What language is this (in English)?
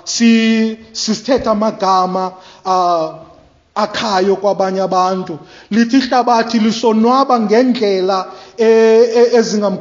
Xhosa